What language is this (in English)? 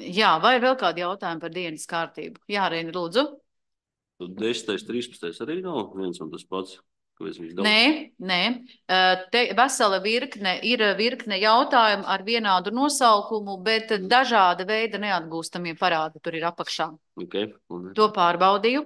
Latvian